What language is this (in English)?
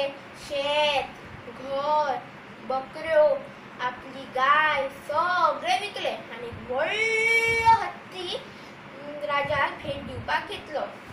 Konkani